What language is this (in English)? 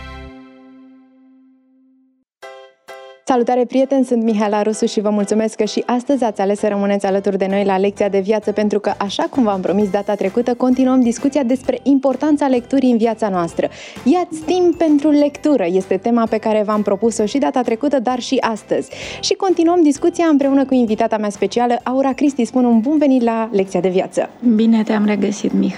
Romanian